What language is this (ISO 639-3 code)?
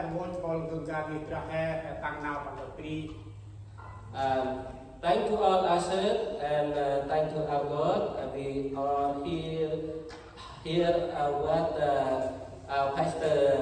cmo